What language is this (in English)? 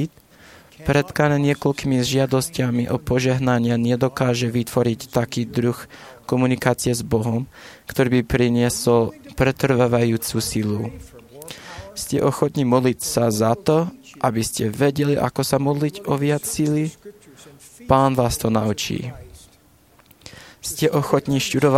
Slovak